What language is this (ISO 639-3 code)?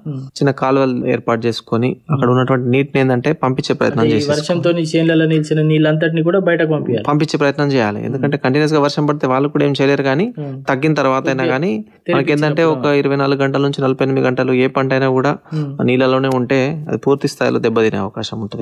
tel